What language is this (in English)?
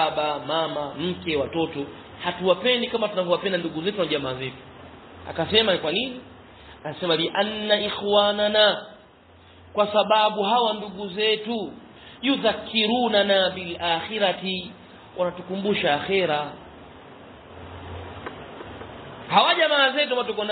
Swahili